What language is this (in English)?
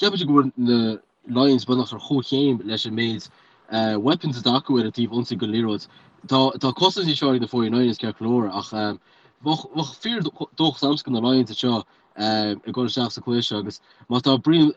Irish